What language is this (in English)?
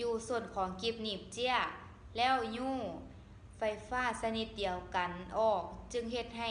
Lao